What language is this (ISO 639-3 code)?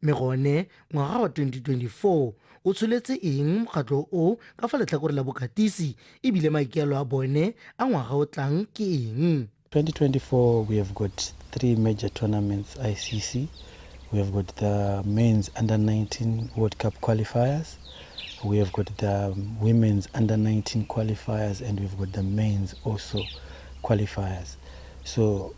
tsn